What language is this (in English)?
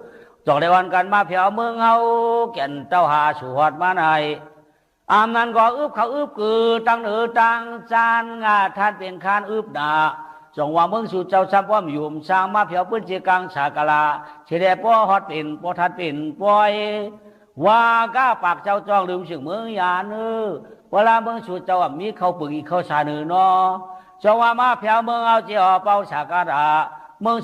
Shan